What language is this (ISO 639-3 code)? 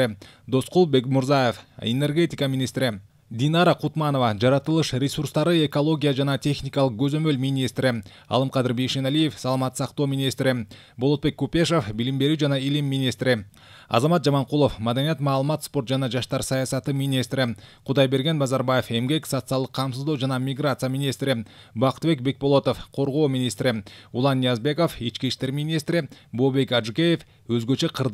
kir